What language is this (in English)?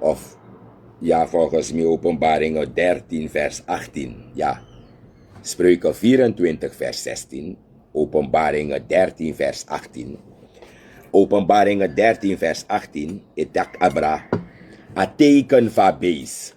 Sranan Tongo